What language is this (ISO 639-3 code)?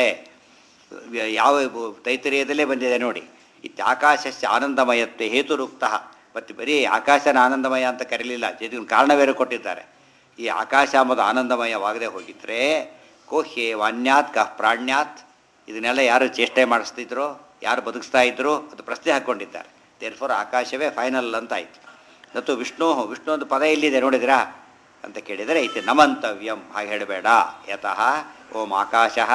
kan